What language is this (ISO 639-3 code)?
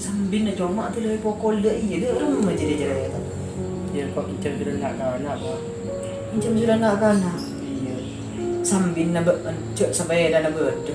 mad